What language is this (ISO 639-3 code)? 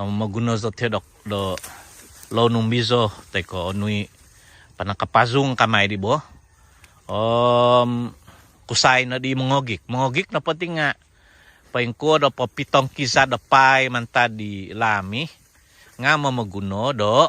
dtp